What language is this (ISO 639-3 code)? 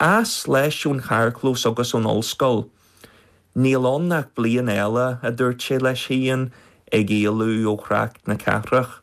gle